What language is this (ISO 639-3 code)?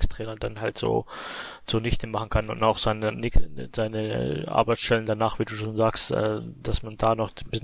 deu